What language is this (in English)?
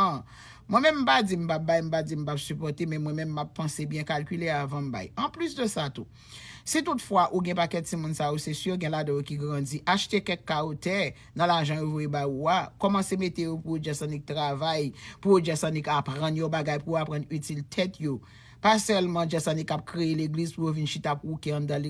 Haitian Creole